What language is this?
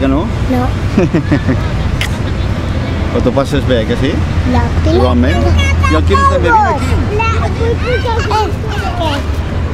Catalan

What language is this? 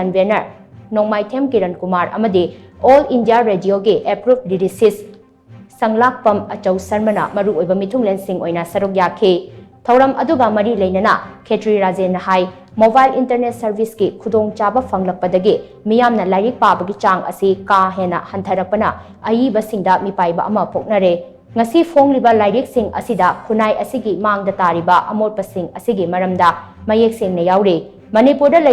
Manipuri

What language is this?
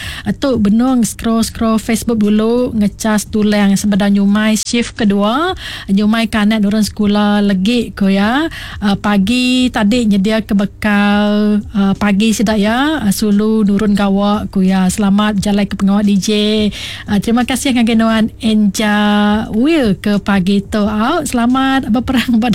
Iban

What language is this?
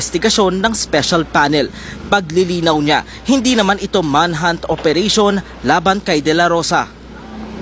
Filipino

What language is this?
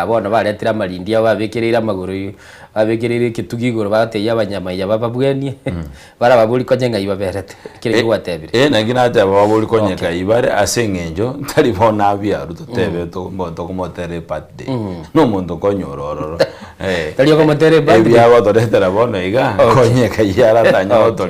Gusii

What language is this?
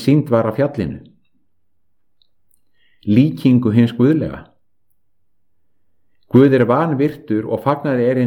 Icelandic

